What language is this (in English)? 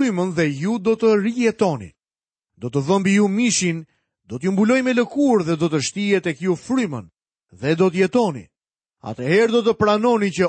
Albanian